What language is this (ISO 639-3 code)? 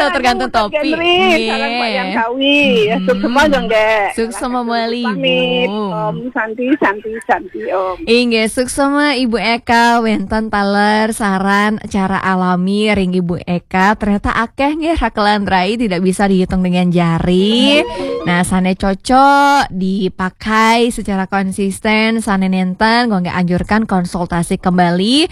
ban